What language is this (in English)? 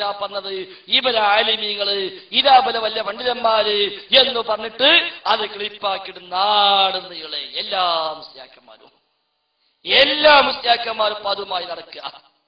Malayalam